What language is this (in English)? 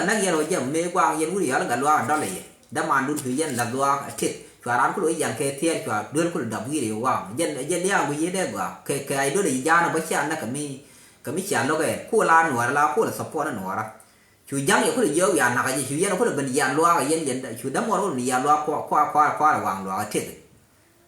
Nuer